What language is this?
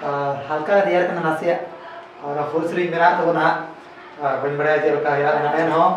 Santali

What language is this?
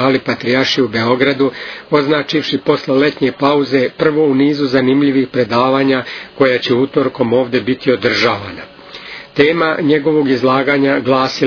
Serbian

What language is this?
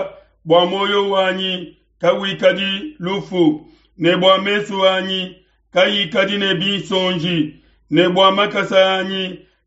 Luba-Lulua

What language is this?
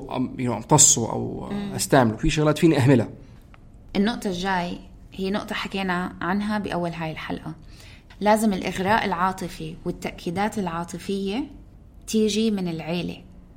North Levantine Arabic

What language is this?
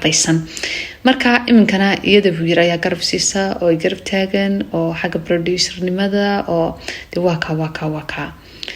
Somali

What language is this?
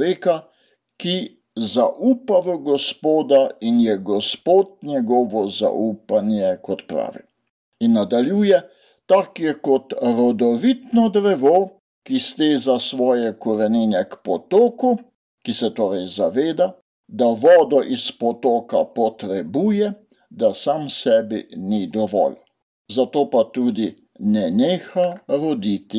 Slovenian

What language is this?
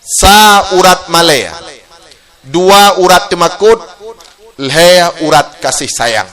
Achinese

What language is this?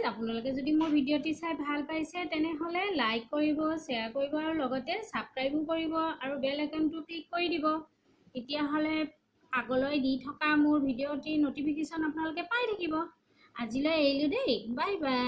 Assamese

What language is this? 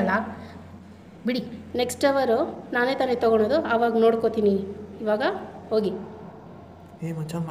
Kannada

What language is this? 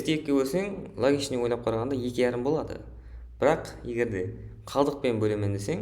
Kara-Kalpak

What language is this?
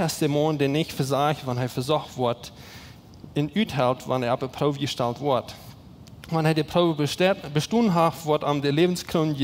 Plautdietsch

